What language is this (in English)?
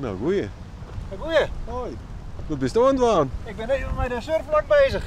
Western Frisian